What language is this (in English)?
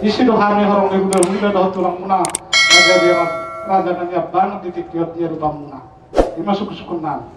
Batak Toba